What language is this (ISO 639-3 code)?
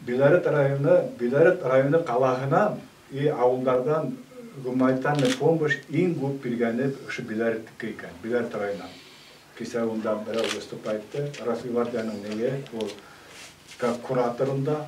bak